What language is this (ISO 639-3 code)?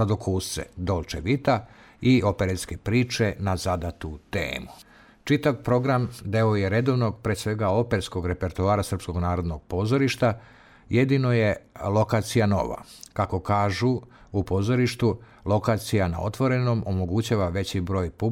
srp